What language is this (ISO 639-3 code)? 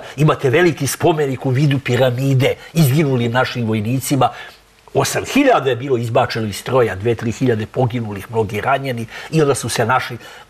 srp